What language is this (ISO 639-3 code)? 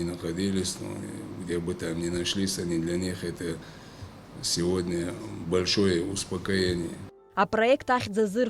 abk